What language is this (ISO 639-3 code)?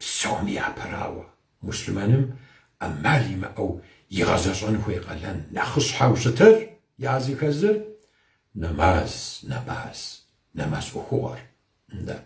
kbd